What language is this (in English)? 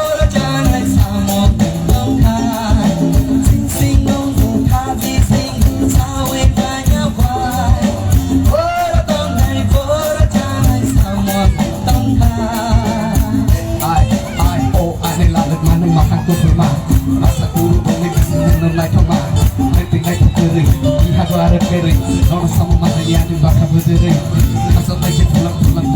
Kok Borok